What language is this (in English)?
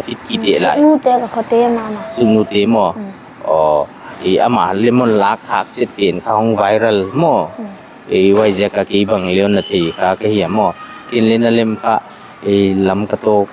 Paite Chin